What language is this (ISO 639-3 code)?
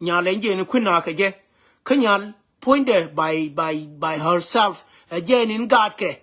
nus